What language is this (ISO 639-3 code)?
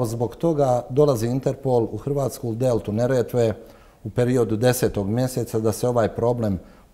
bos